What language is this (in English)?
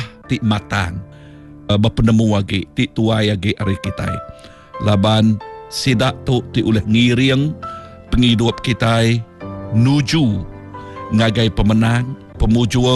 Iban